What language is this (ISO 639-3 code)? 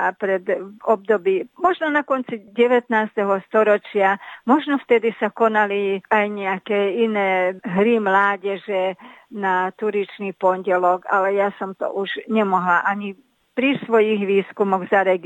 slk